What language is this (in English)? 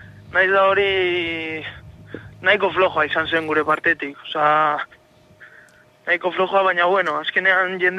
Basque